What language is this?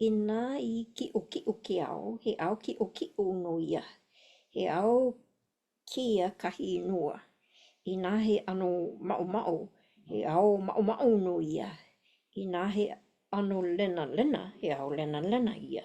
Hawaiian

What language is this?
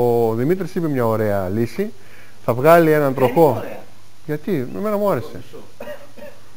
Greek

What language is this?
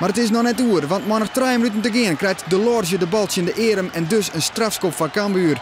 Western Frisian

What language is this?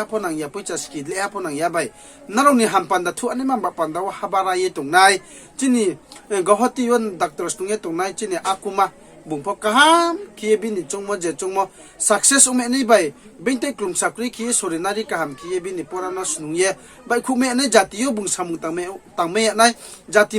Riang (India)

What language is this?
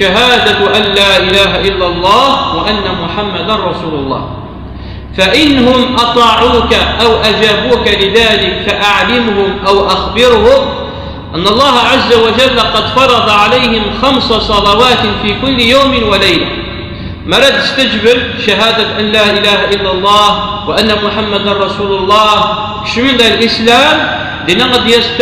Kabyle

